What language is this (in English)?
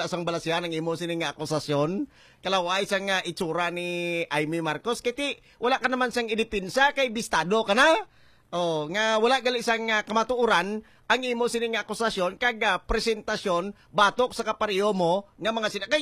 Hiligaynon